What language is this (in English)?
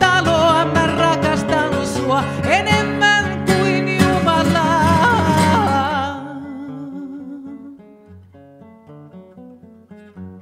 Finnish